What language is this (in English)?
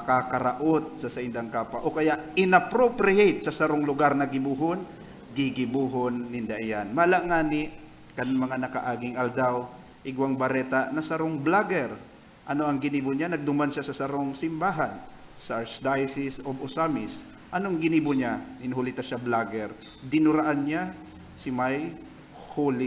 Bikol